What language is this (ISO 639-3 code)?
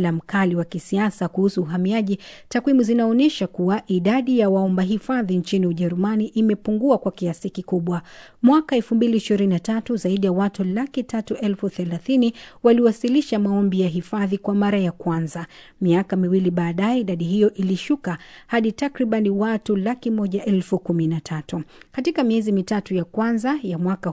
swa